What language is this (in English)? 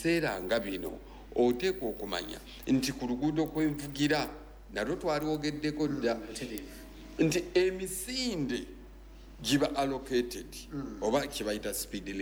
Ganda